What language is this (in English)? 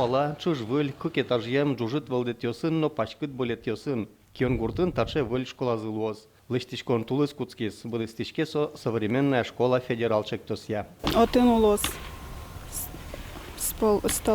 Udmurt